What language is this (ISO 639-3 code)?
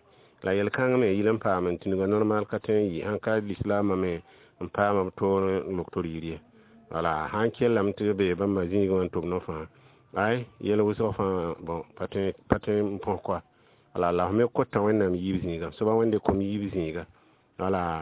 mos